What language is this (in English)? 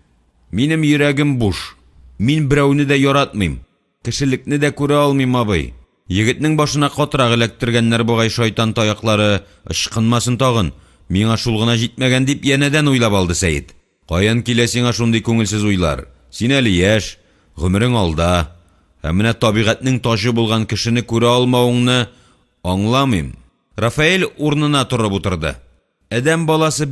Tatar